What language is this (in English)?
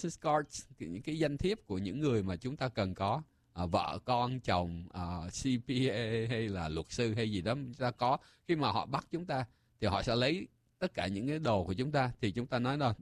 Vietnamese